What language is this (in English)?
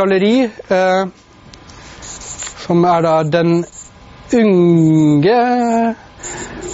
Norwegian